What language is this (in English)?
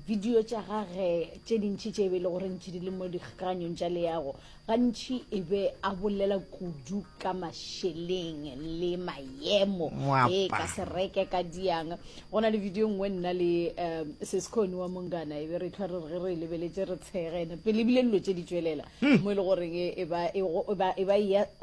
Northern Sotho